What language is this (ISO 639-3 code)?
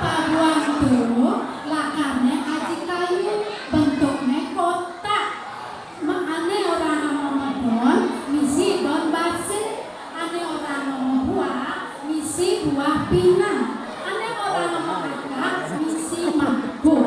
ban